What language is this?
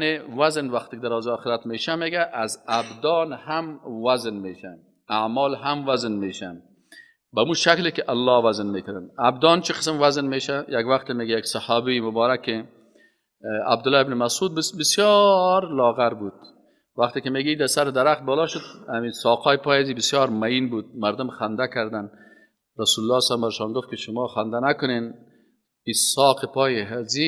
Persian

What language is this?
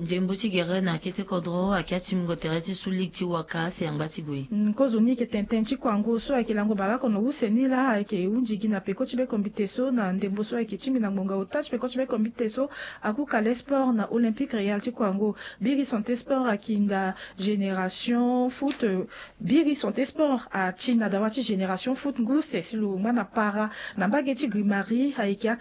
Sango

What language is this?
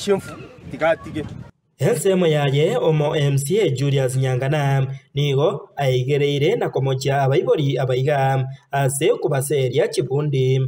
Gusii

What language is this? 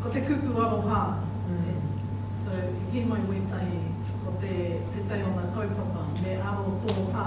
Māori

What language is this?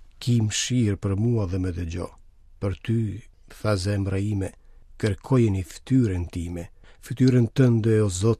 Albanian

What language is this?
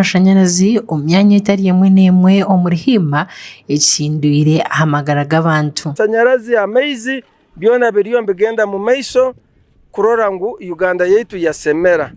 Nyankole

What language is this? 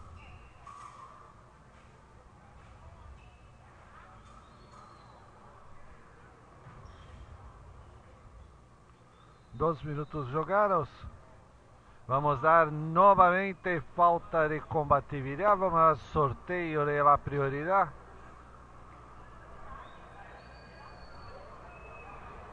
Portuguese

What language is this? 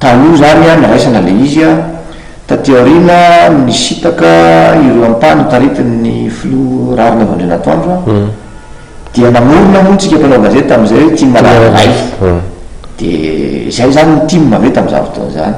Malagasy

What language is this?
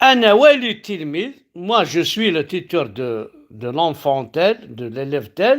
Kabyle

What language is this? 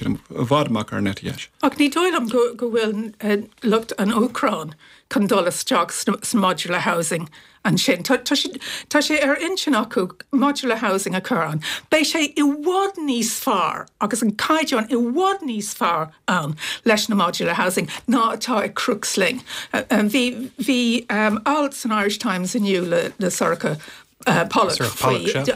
Irish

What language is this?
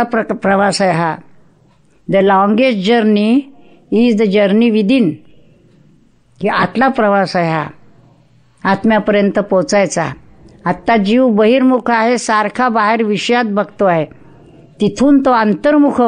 Marathi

